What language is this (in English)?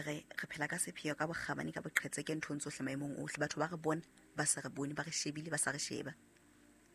Southern Sotho